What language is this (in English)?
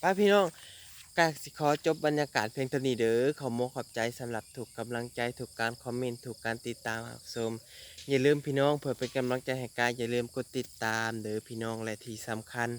Lao